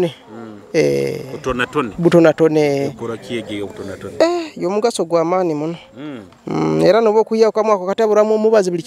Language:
Nyoro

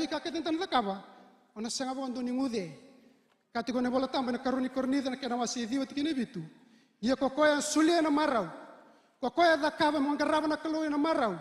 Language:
Fijian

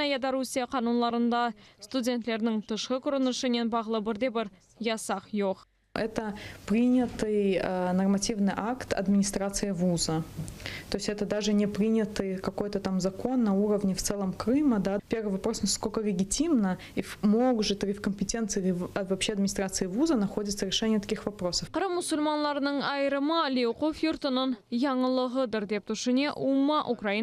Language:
Crimean Tatar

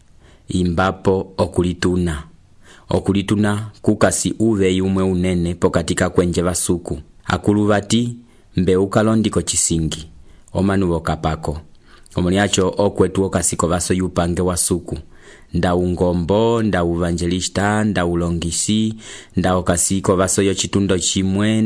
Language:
Umbundu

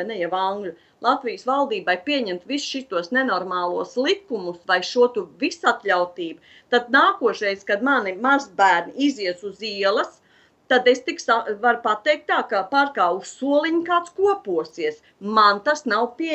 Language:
Latvian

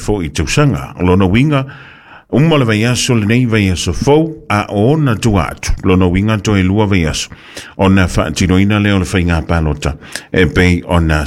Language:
Samoan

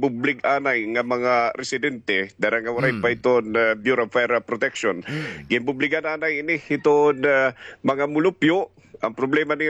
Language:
Waray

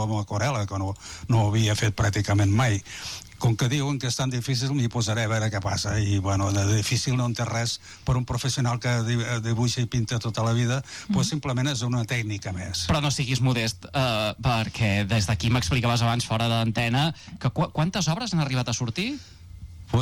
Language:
Catalan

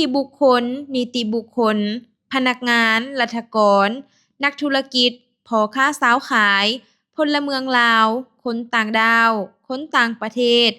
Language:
Lao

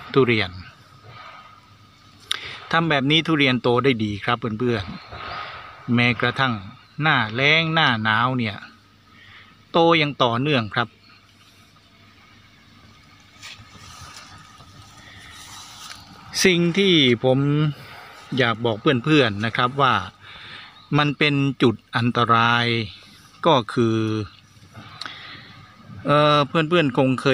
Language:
Thai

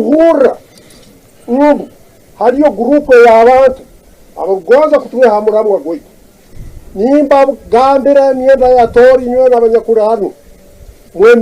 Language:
Tooro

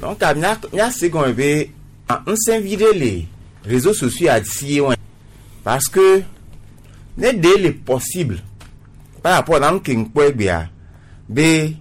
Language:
Gen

